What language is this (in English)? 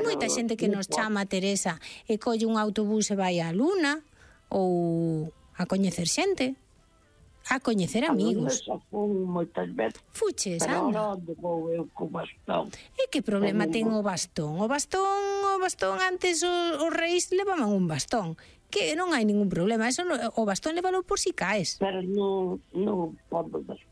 Galician